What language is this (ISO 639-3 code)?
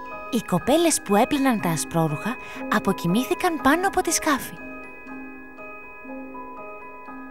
ell